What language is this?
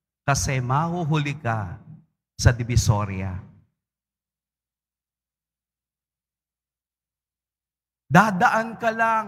Filipino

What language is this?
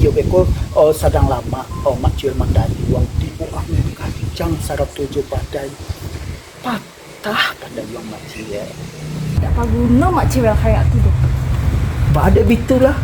Minangkabau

